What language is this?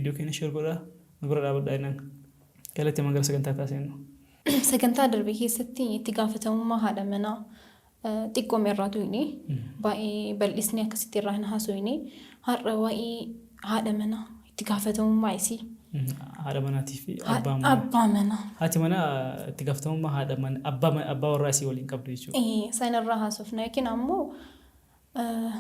Oromo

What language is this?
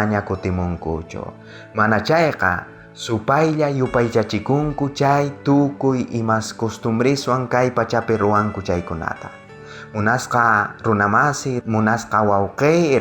South Bolivian Quechua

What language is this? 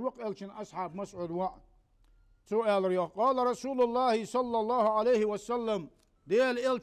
Ingush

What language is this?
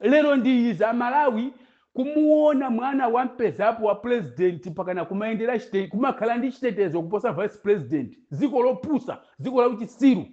Nyanja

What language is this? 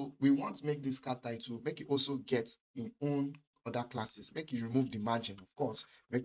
Nigerian Pidgin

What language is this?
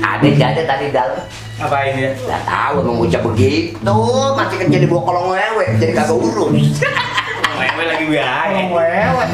Betawi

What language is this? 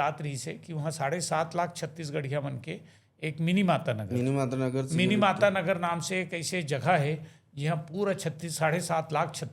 Chhattisgarhi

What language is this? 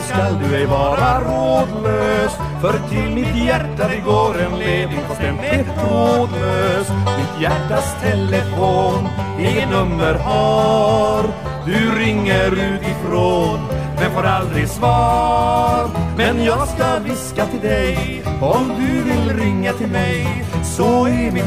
Swedish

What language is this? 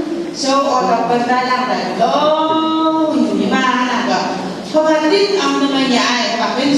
Phom Naga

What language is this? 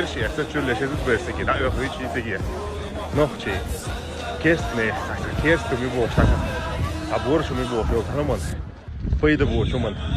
Chechen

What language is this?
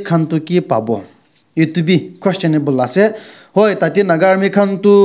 Naga Pidgin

